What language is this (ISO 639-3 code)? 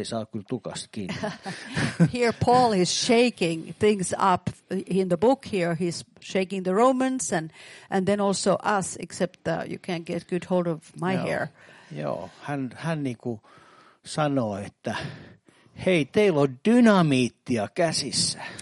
fin